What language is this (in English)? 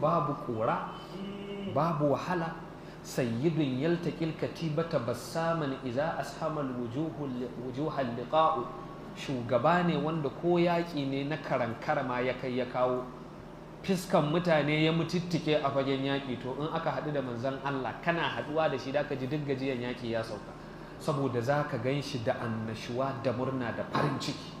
Hausa